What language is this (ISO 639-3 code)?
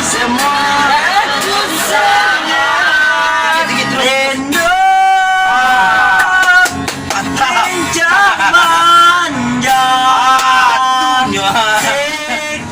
min